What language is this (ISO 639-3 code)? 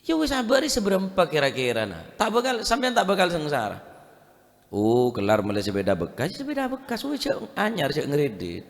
mad